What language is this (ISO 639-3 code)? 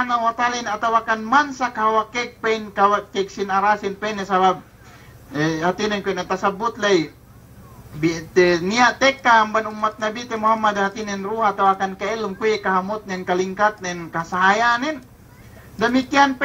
yka